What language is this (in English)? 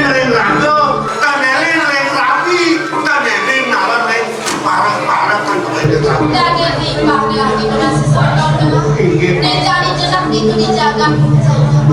Balinese